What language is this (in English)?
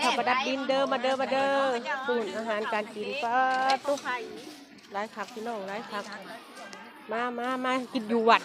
Lao